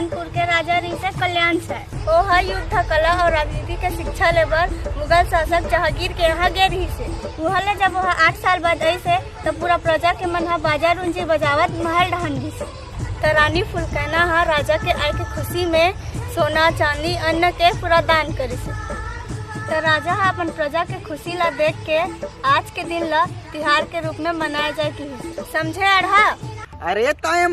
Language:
Chhattisgarhi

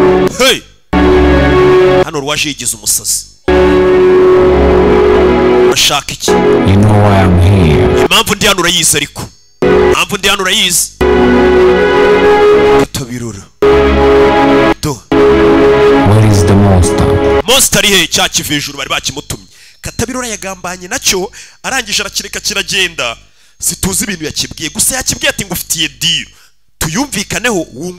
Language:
Kinyarwanda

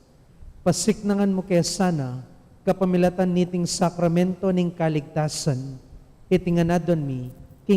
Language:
Pampanga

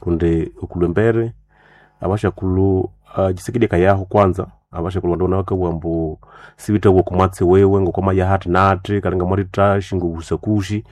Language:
Nande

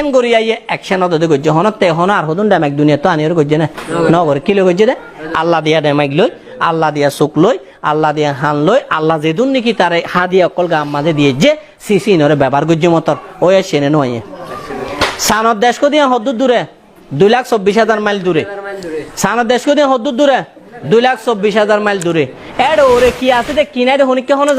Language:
Rohingya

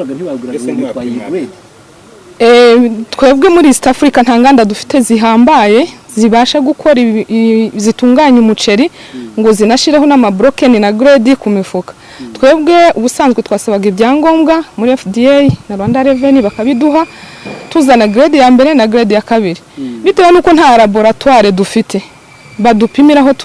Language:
Kinyarwanda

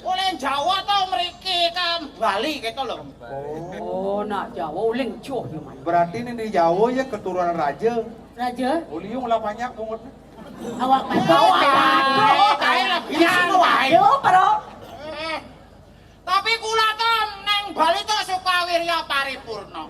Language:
Balinese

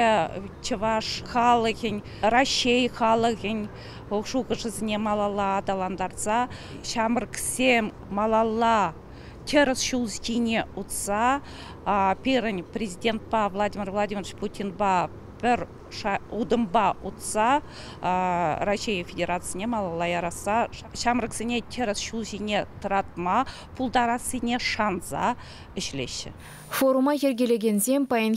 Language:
Chuvash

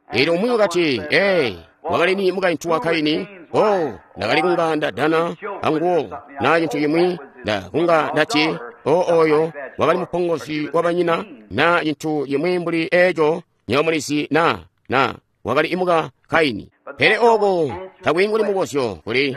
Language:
Tonga (Zambia)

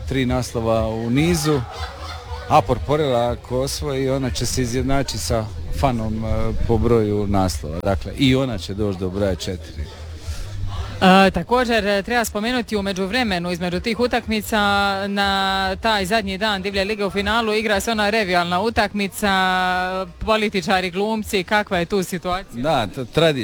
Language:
Croatian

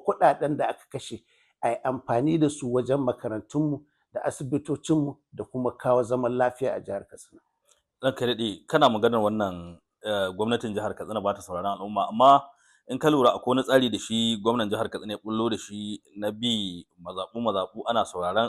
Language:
Hausa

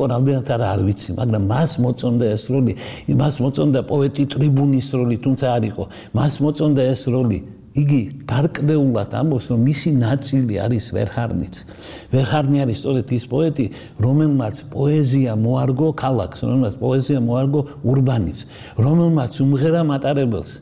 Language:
Georgian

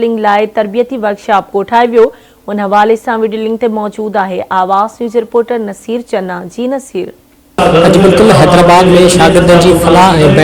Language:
Sindhi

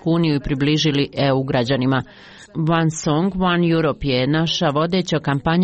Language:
Croatian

